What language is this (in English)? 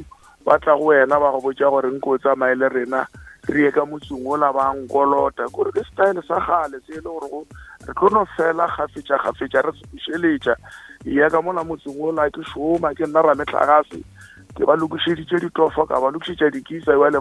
Northern Sotho